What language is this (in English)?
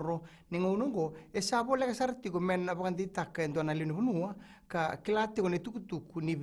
Fijian